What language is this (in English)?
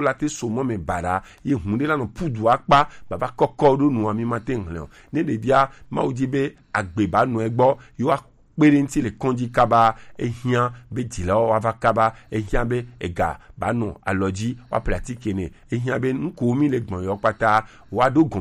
Gen